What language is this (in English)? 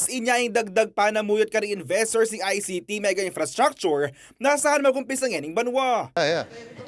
Pampanga